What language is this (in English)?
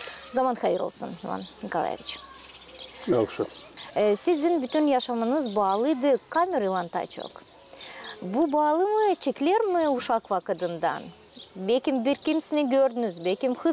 Gagauz